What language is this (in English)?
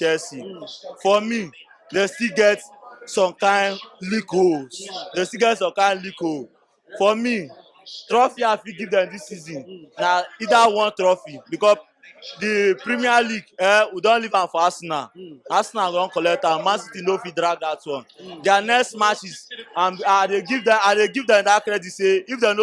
Nigerian Pidgin